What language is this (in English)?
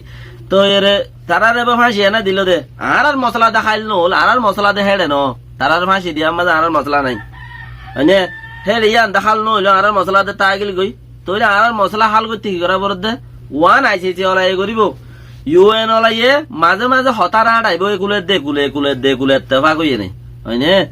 Rohingya